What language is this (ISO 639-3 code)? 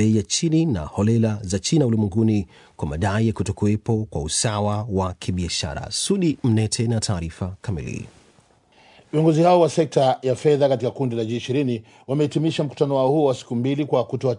swa